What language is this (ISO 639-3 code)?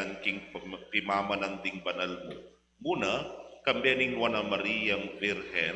pam